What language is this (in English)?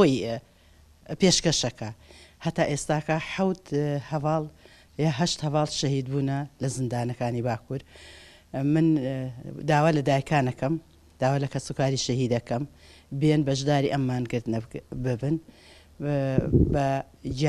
Central Kurdish